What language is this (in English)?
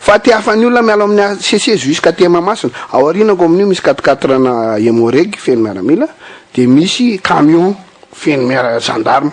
Malagasy